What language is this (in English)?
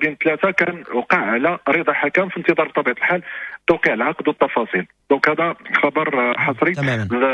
Moroccan Arabic